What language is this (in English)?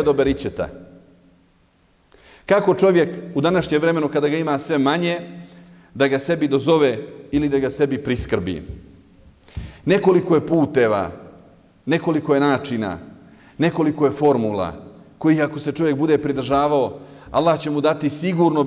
Bosnian